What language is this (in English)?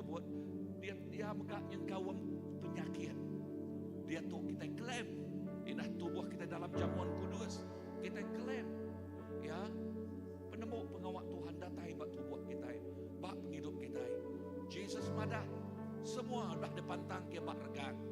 Iban